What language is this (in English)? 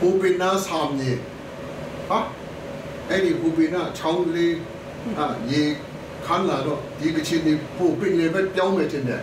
Kachin